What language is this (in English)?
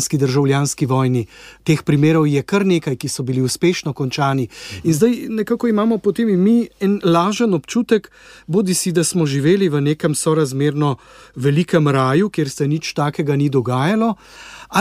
Slovenian